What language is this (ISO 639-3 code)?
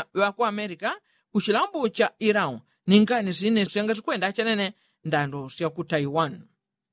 yao